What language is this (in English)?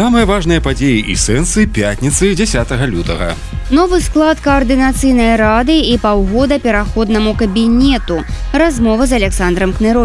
Belarusian